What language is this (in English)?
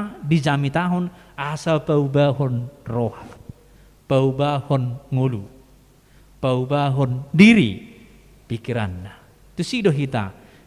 Batak Toba